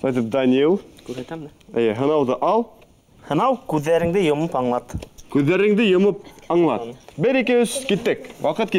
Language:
Bashkir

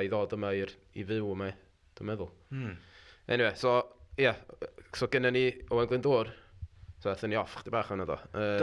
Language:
Welsh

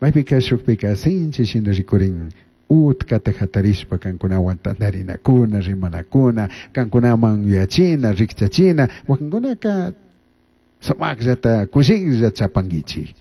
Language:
Chimborazo Highland Quichua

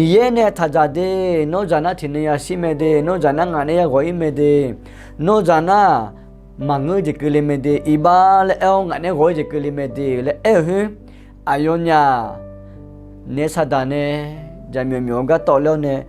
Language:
Akha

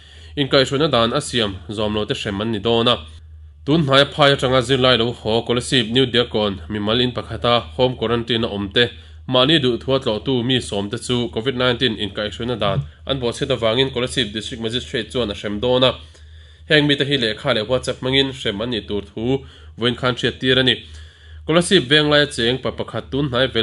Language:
Mizo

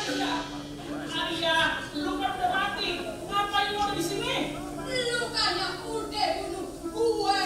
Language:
Betawi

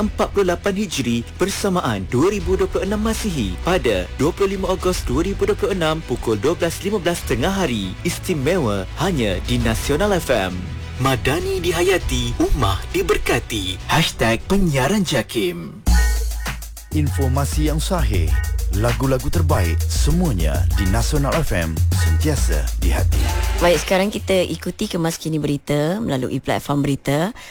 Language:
Malay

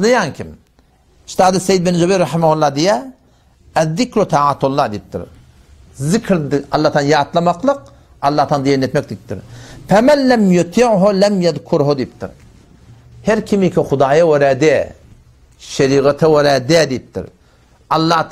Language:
Turkmen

